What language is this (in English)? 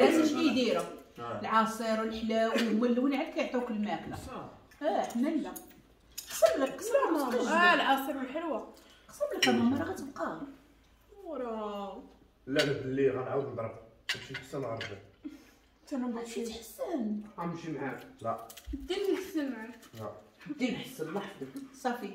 Moroccan Arabic